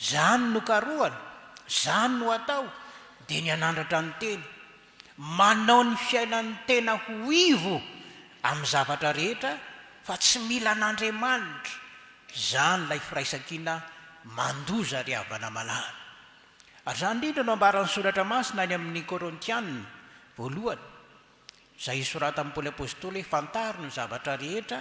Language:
Malagasy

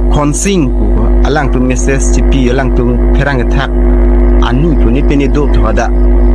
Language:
Karbi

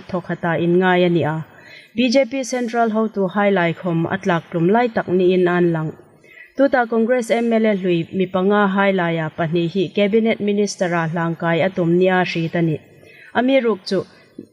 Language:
Hmar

